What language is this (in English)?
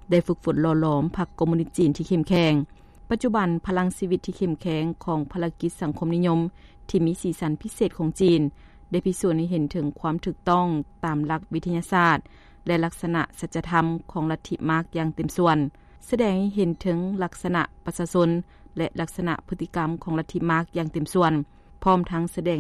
Lao